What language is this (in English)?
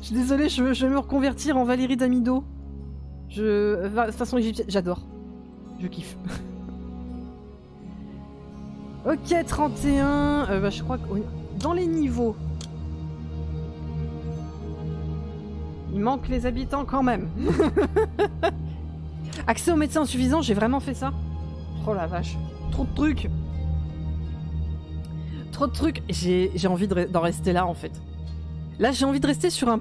French